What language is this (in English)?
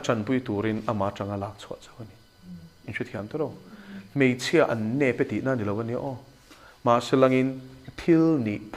Mizo